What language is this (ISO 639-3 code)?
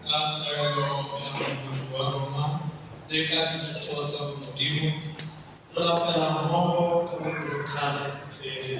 tsn